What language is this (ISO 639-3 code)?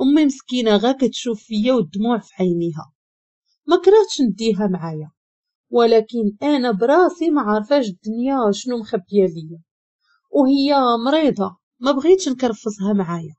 ary